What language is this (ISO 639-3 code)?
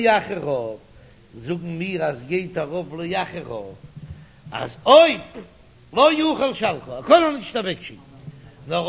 yid